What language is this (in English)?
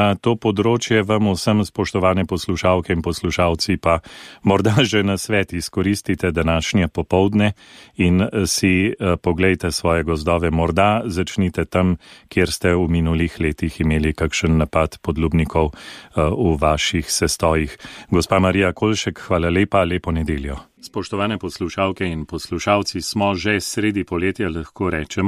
Slovenian